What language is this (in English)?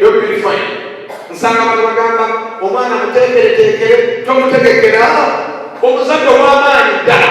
Ganda